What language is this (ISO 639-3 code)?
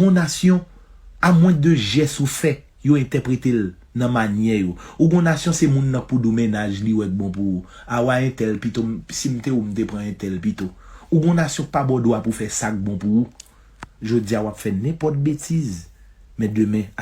hat